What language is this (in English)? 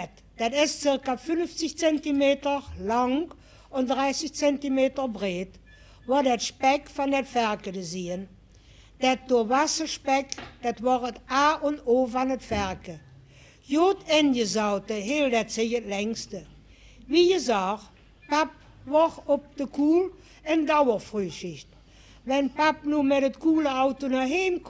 Limburgish